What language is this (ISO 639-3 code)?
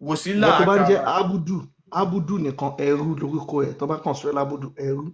yor